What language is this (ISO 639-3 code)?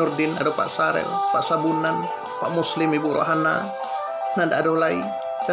min